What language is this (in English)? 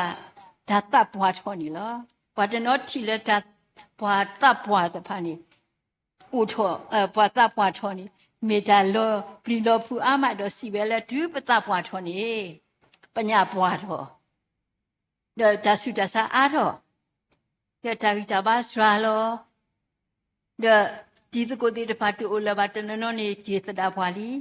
S'gaw Karen